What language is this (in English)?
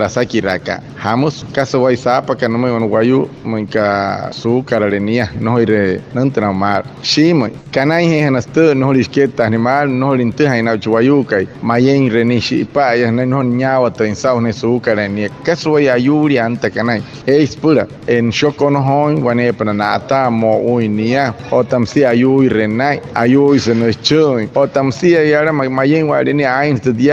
Wayuu